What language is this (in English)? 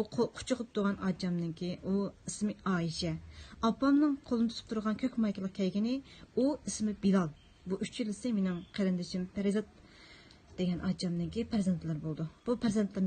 Uyghur